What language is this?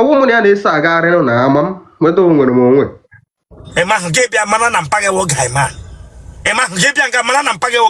Igbo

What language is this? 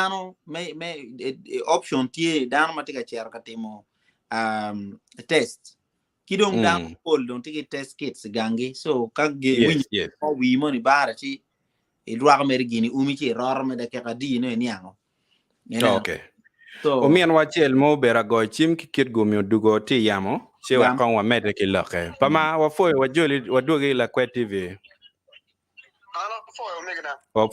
Acoli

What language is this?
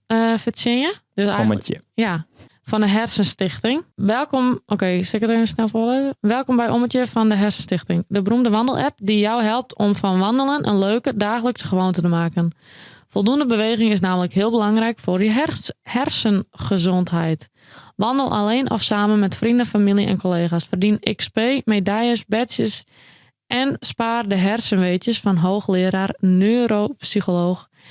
Western Frisian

